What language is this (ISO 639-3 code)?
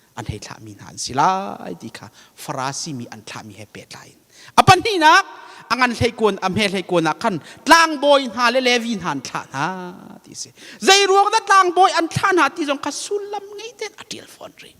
cnh